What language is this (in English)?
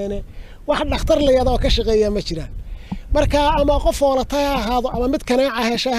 Somali